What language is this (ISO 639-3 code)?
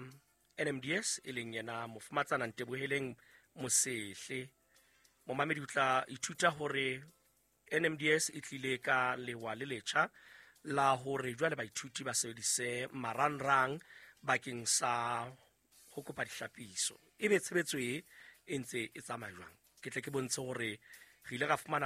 sot